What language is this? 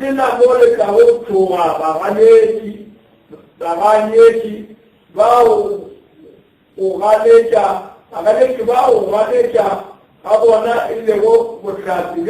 Northern Sotho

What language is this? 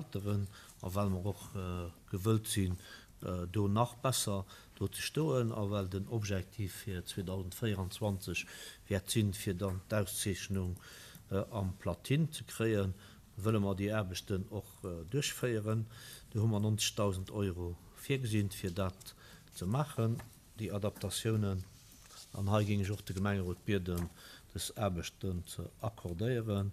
Luxembourgish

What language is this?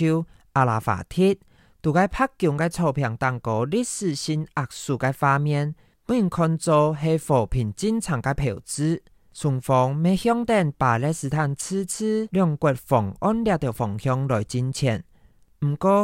Hakka Chinese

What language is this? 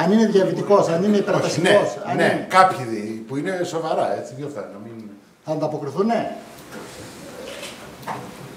Greek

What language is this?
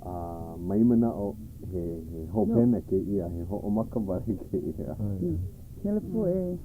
Hawaiian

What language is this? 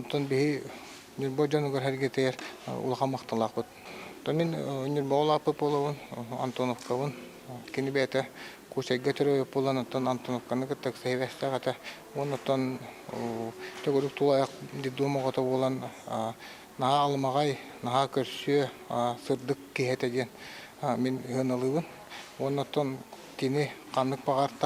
Yakut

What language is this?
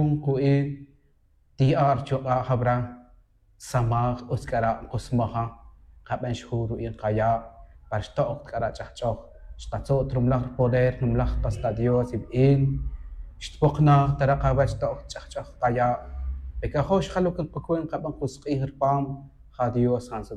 Tz'utujil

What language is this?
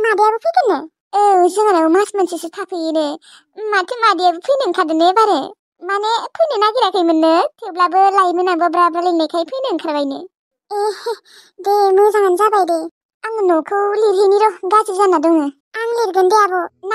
Bodo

